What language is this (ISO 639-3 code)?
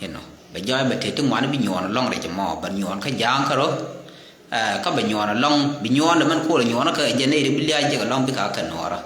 nus